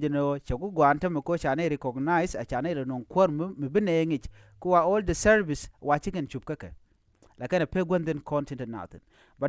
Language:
Nuer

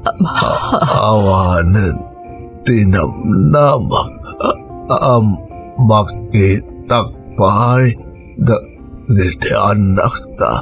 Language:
Iloko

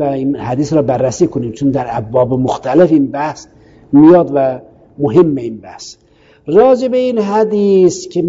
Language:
Persian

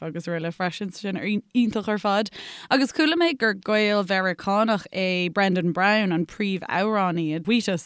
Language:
Irish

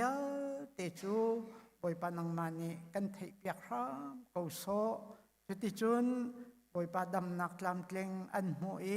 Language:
Hakha Chin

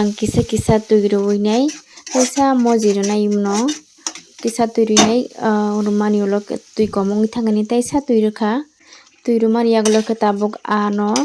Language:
Kok Borok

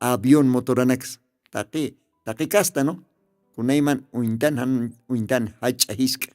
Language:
Aymara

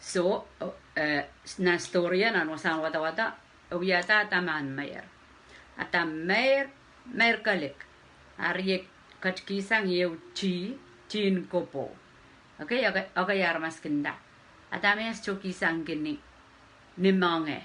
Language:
Pohnpeian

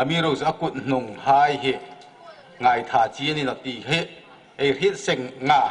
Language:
Hmar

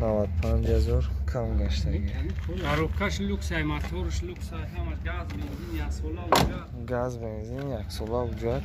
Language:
Tajik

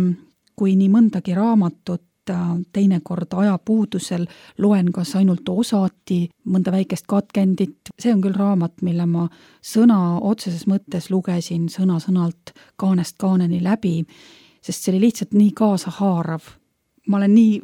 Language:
Estonian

